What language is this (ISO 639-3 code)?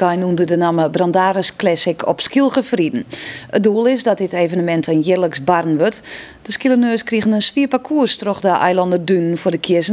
fry